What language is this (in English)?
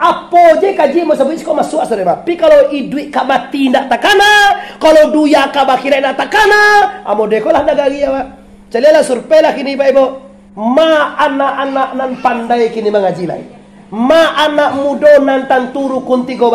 Minangkabau